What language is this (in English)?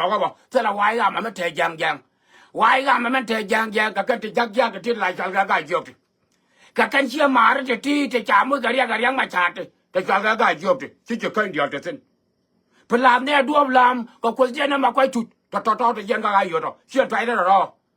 Nuer